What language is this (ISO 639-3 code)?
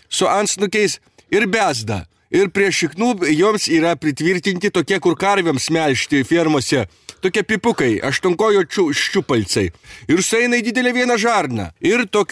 lit